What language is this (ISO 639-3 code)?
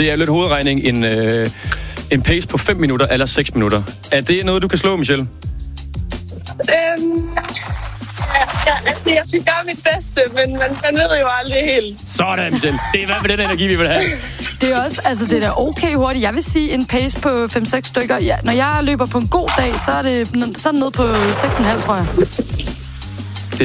dan